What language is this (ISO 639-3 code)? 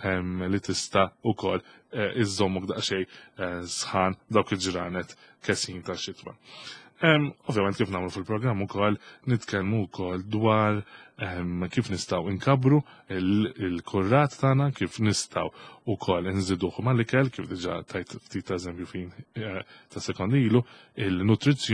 mlt